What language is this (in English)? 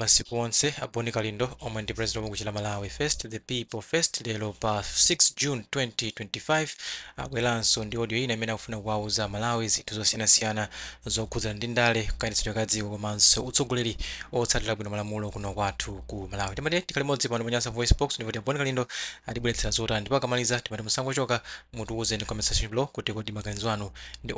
Nyanja